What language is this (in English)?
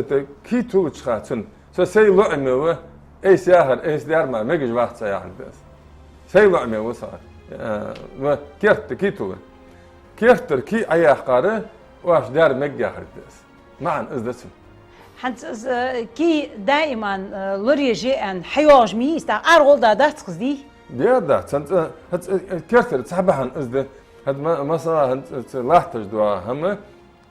Ingush